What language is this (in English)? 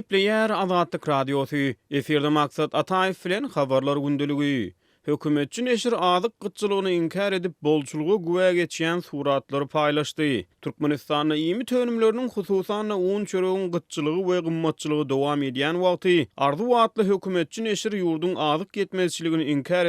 Turkmen